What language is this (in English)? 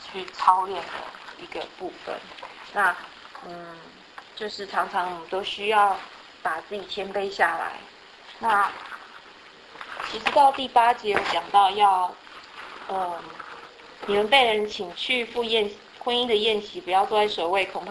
Chinese